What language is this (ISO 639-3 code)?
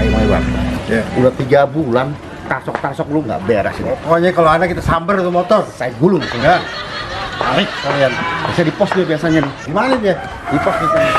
bew